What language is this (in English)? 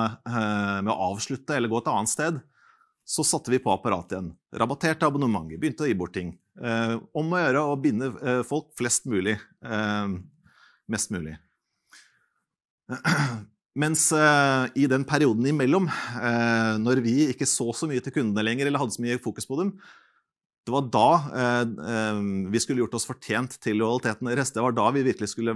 Norwegian